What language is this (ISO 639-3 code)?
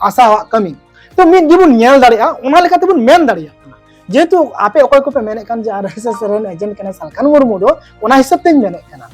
sat